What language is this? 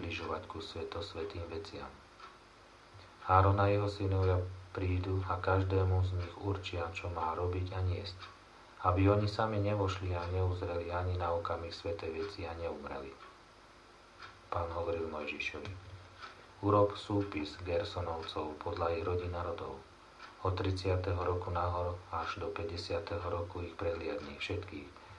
Slovak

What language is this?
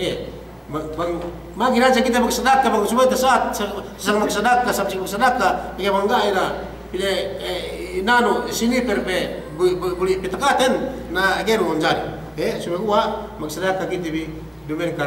Yakan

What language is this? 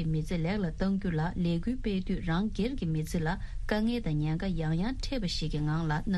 Tibetan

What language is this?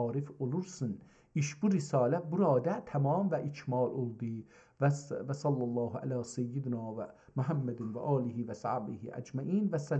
South Azerbaijani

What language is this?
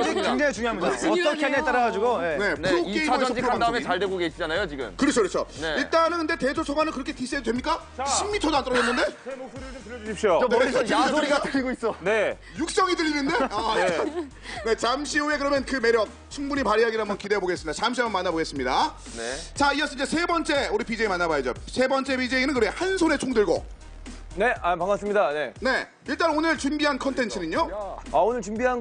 Korean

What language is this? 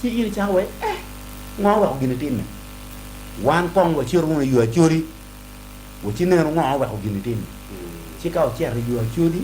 Acoli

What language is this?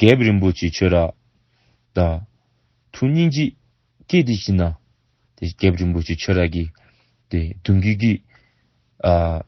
Dzongkha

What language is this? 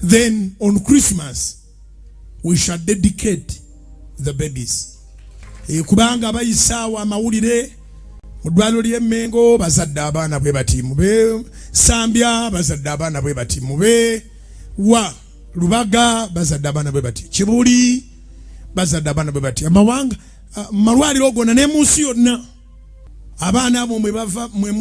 Ganda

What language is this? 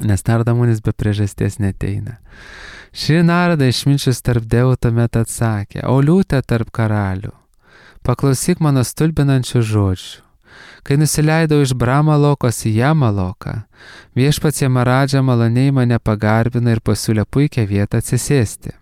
Lithuanian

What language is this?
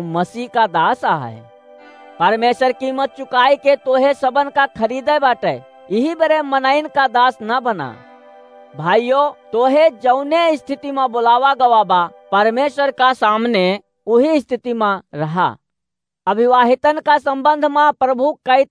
Awadhi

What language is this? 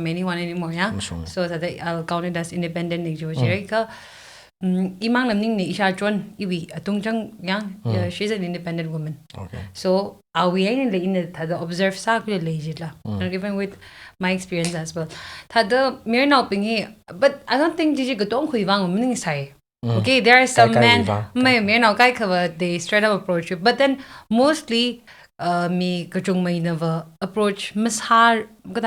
Tangkhul Naga (India)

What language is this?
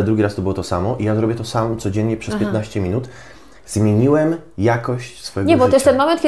Polish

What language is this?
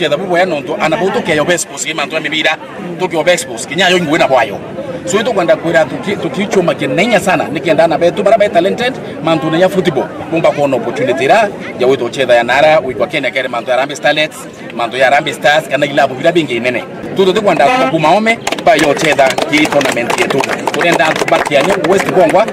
Meru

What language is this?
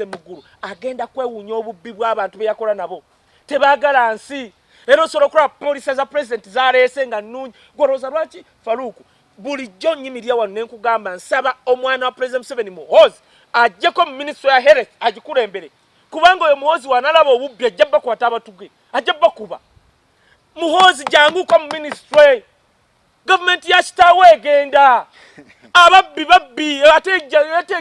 Ganda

